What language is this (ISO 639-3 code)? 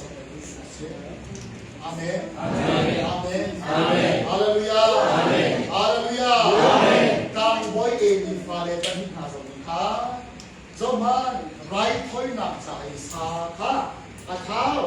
cnh